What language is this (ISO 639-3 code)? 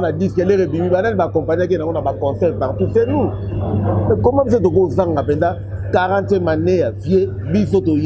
lin